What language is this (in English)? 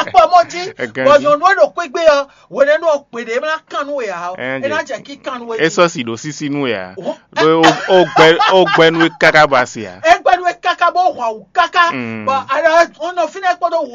Fon